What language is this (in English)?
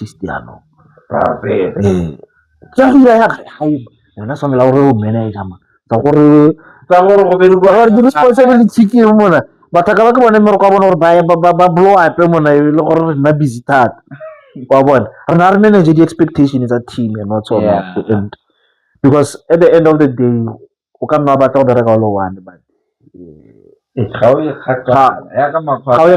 Tswana